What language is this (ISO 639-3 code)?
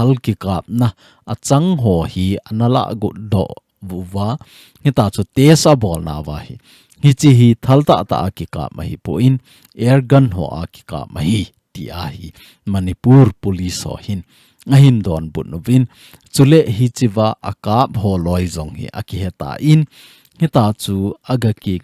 tcz